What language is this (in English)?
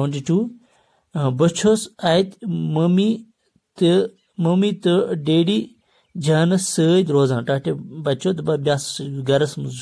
Kashmiri